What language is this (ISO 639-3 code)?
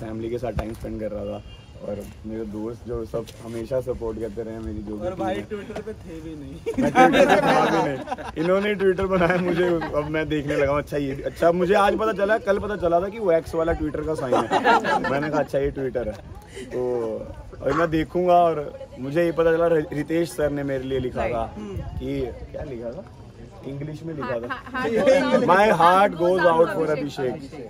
hin